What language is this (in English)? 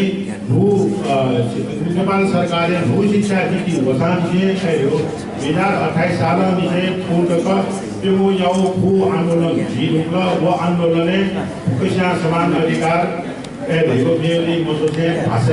Newari